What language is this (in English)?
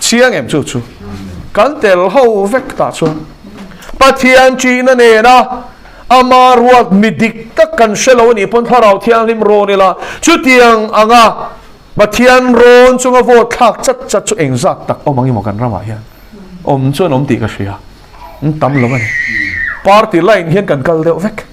Mizo